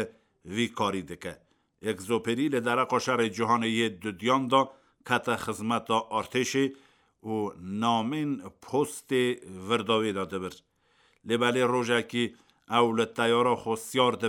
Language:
Kurdish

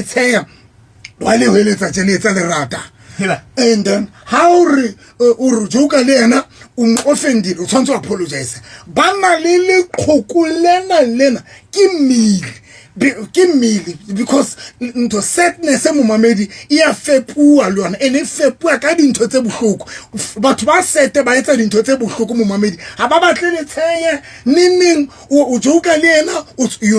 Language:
Southern Sotho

